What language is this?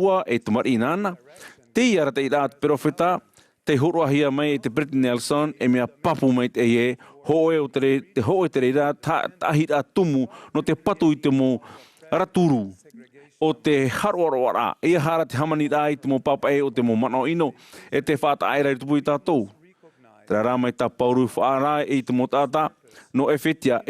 Tahitian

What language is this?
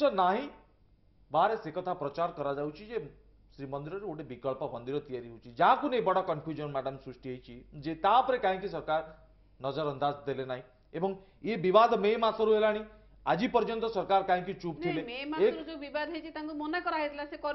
Odia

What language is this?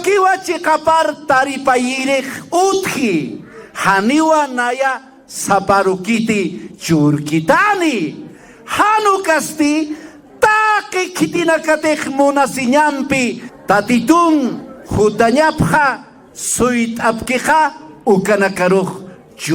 Aymara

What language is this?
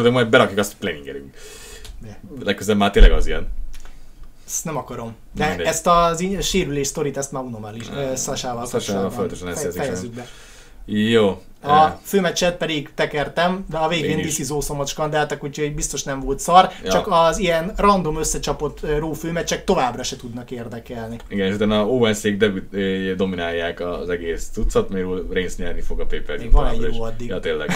Hungarian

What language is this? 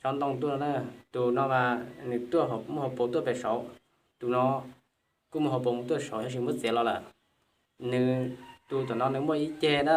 Hmong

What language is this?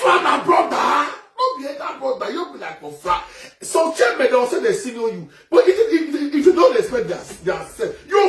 Nigerian Pidgin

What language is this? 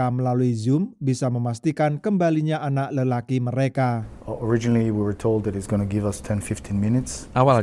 Indonesian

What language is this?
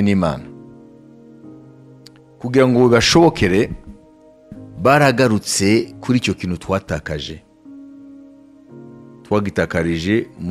Kinyarwanda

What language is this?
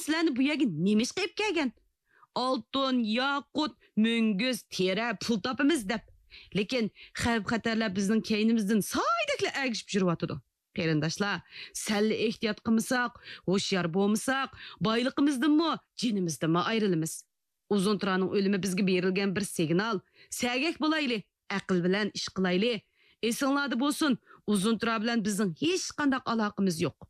Uyghur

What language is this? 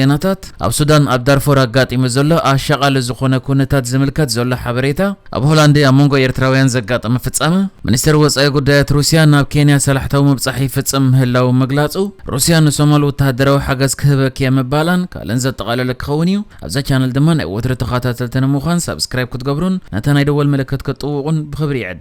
Tigrinya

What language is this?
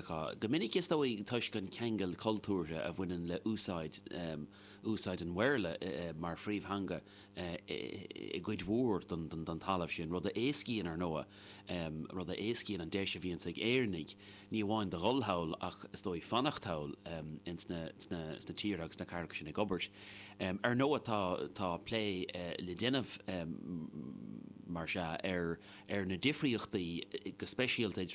Irish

